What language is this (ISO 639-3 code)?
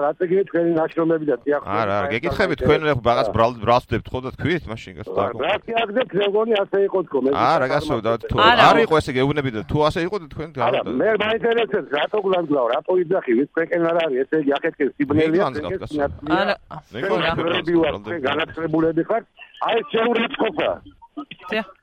kat